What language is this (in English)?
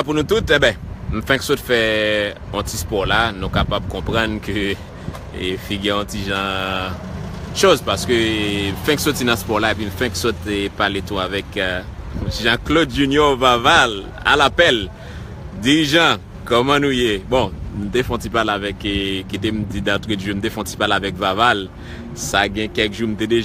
Haitian Creole